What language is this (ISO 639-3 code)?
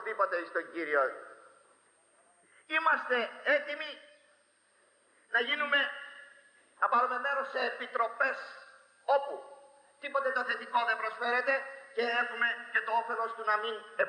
ell